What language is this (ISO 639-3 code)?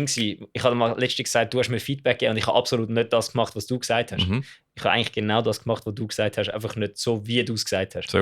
gsw